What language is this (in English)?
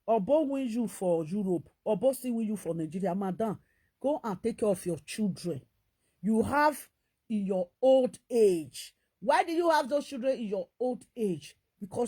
Nigerian Pidgin